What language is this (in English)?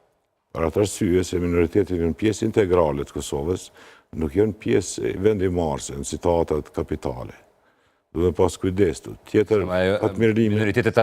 Albanian